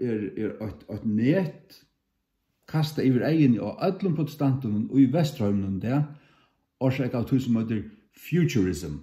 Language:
Faroese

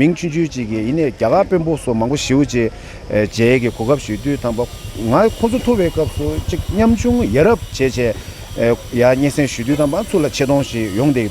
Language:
Tibetan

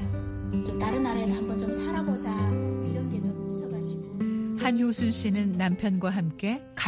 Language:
Korean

